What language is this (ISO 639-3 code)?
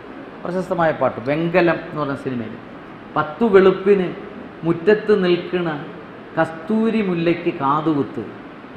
mal